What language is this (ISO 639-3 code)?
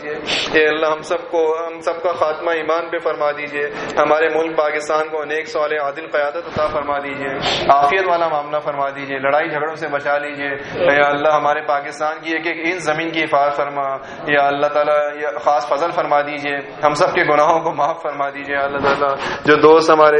urd